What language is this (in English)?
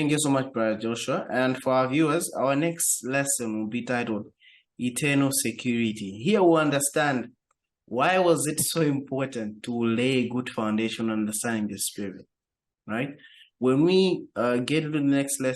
English